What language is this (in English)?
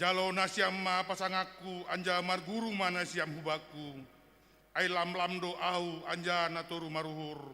Batak Simalungun